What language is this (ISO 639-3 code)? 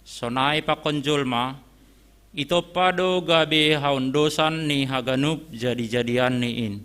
bts